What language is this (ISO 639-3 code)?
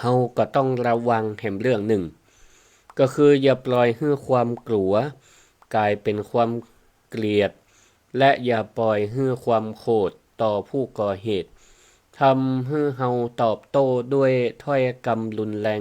nod